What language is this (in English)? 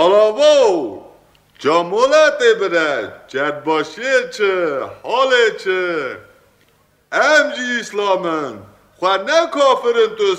Kurdish